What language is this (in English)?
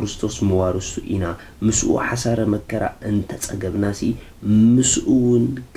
Tigrinya